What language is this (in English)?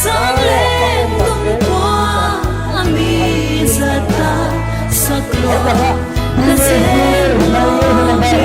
Paite Chin